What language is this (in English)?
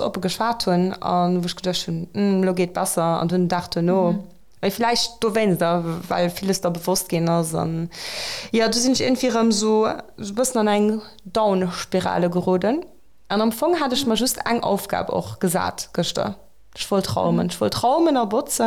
Luxembourgish